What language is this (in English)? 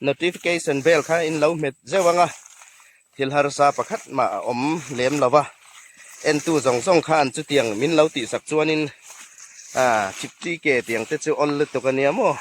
Hmar